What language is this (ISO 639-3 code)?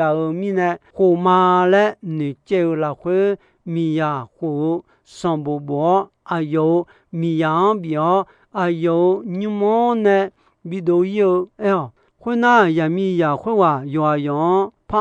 ahk